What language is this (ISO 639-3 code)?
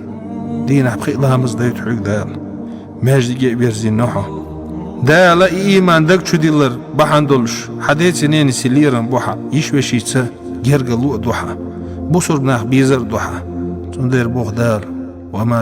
che